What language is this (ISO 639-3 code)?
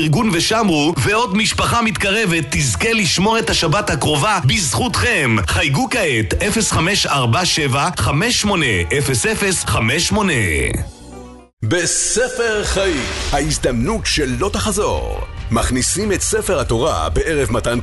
heb